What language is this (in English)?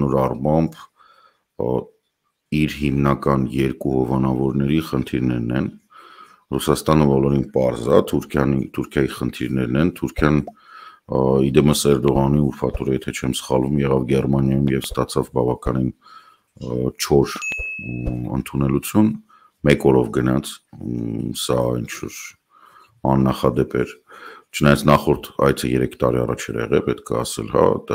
Armenian